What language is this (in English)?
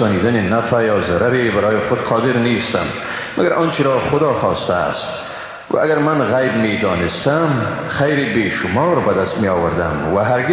Persian